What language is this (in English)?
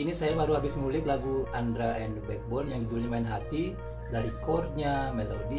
Indonesian